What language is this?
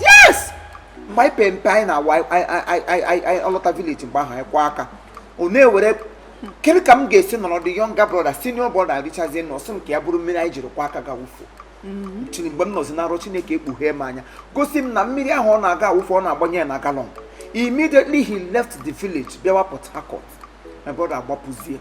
Igbo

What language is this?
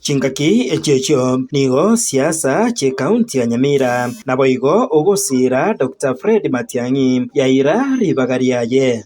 Gusii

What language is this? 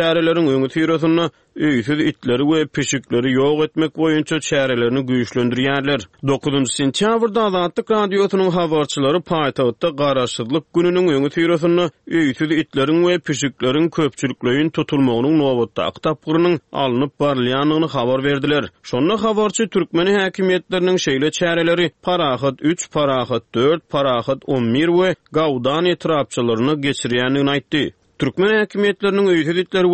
Turkmen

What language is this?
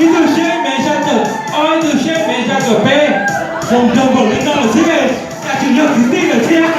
Hmong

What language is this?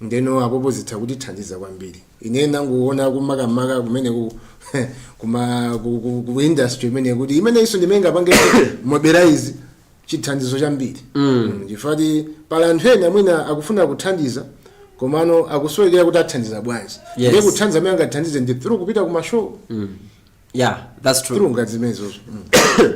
Nyanja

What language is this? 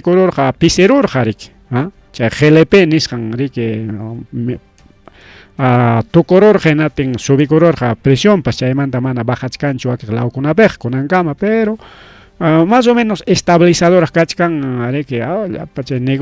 Ayacucho Quechua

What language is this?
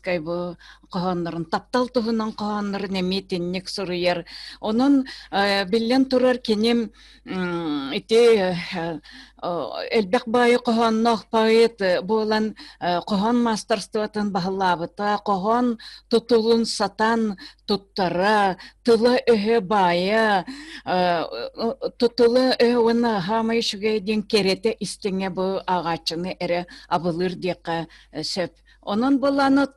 Yakut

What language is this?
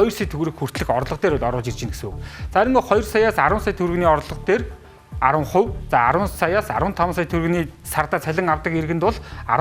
Mongolian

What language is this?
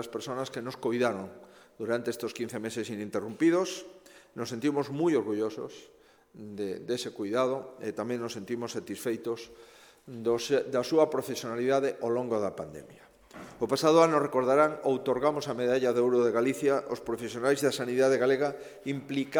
Galician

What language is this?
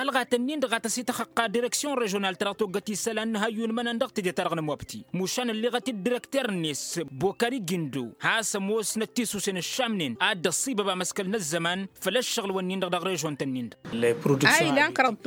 Tamasheq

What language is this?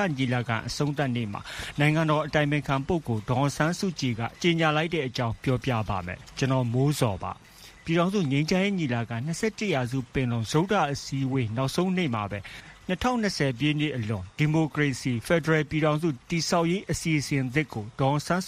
Burmese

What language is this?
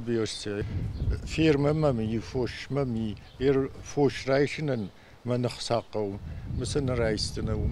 Ossetic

